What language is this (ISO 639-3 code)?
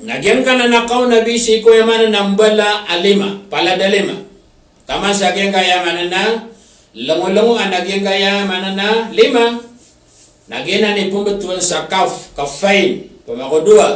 mrw